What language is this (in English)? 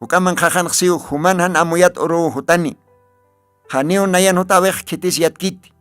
Aymara